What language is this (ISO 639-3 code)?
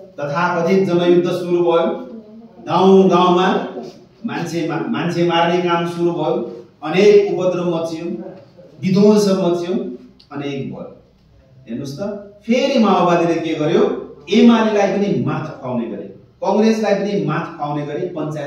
nep